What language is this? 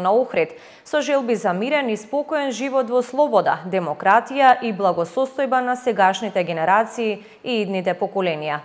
Macedonian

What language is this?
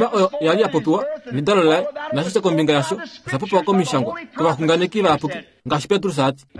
Kuanyama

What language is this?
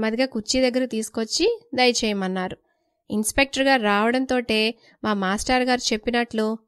Telugu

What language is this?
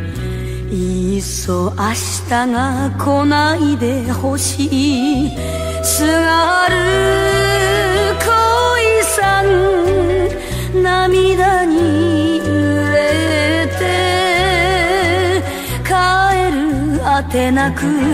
Japanese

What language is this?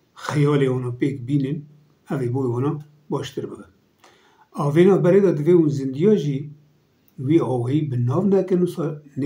Kurdish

